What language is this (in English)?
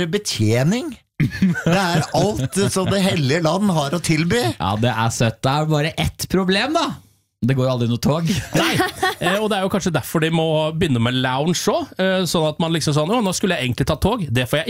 Norwegian